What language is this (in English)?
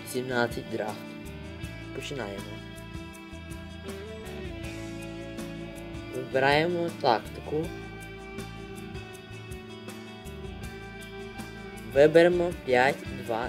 Ukrainian